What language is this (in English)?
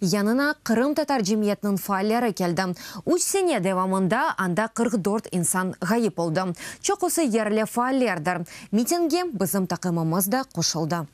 Crimean Tatar